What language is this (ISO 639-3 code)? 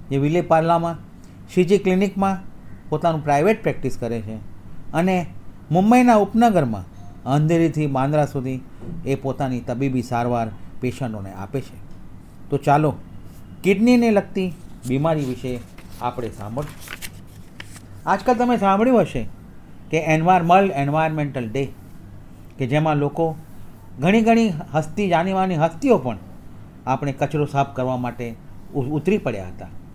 guj